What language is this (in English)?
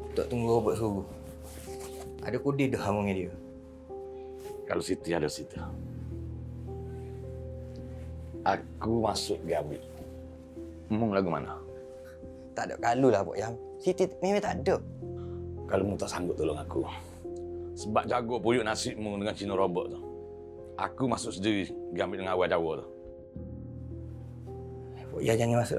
Malay